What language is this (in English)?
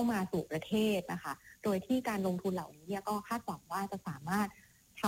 Thai